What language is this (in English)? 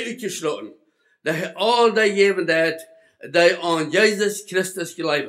Plautdietsch